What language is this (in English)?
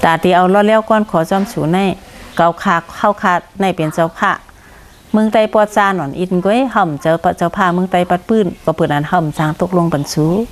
Shan